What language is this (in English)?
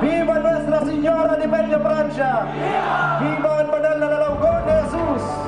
Bikol